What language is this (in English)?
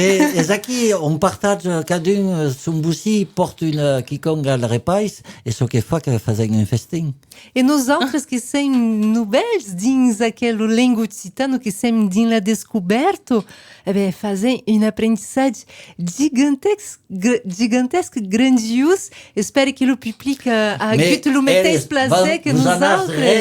Occitan